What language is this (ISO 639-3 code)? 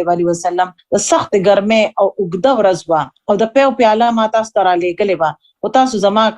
pus